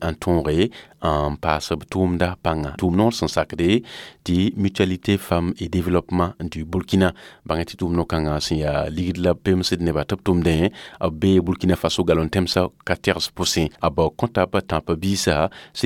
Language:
Mossi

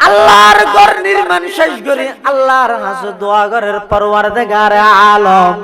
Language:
Chittagonian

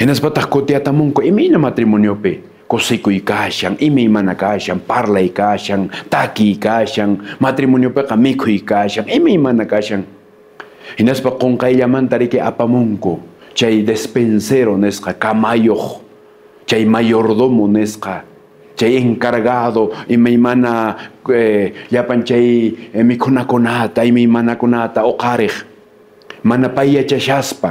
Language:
Quechua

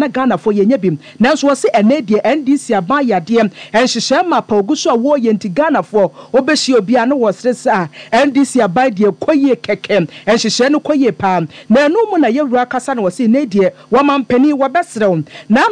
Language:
Akan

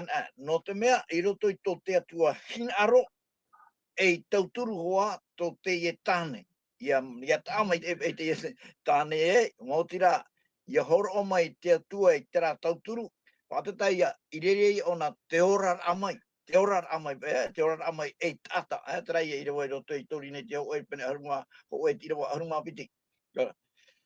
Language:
Tahitian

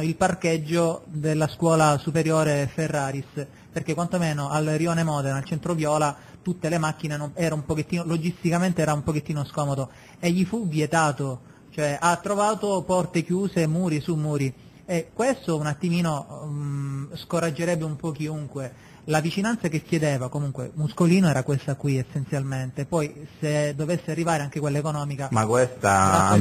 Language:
Italian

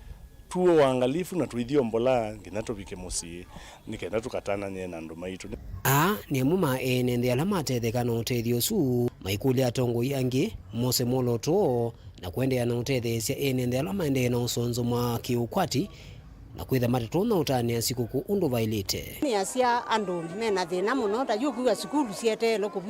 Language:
Kamba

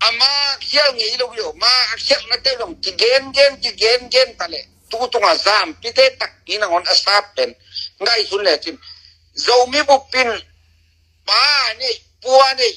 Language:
Tedim Chin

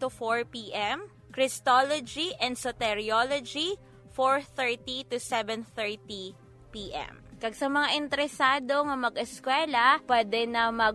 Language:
Hiligaynon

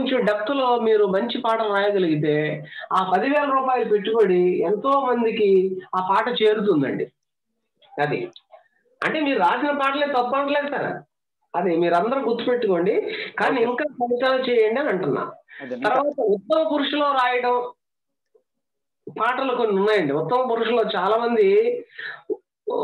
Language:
Telugu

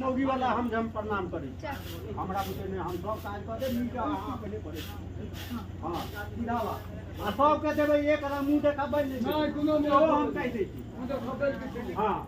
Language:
Maithili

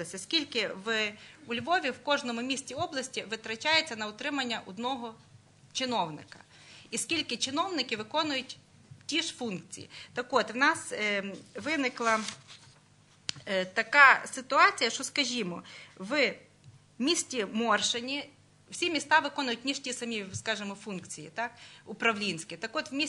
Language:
Ukrainian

